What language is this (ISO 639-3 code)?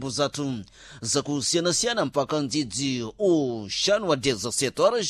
seh